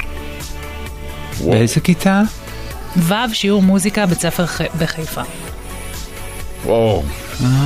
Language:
Hebrew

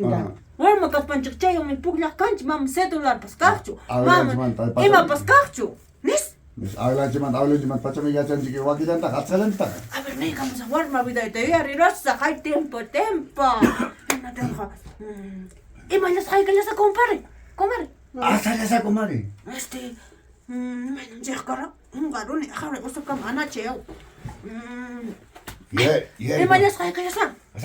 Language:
Ayacucho Quechua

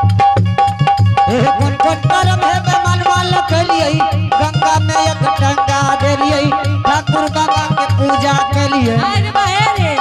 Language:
Angika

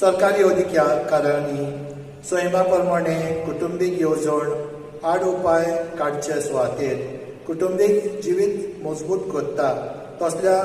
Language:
Konkani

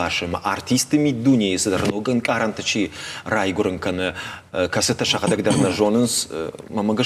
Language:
Ossetic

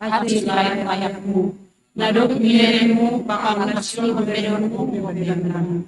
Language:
Batak Simalungun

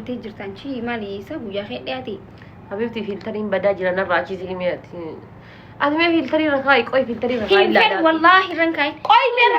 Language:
Oromo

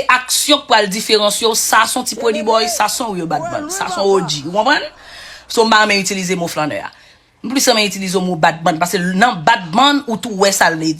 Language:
Haitian Creole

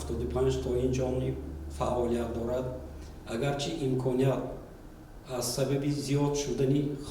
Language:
Tajik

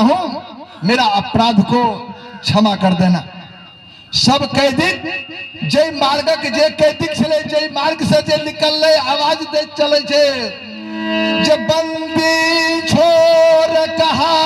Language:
Maithili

